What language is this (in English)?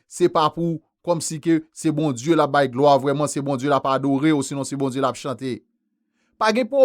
Haitian Creole